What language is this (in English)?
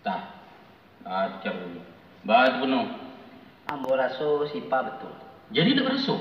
Minangkabau